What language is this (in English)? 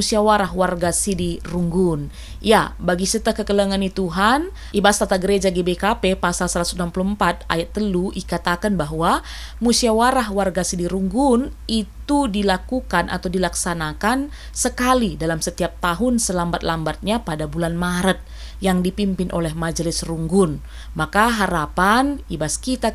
Batak Karo